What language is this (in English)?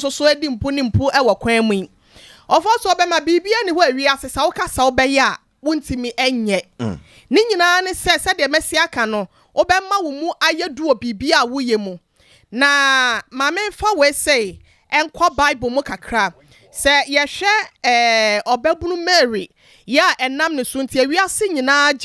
Akan